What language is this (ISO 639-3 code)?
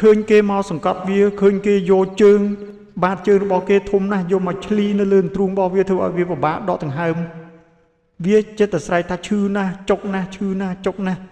khm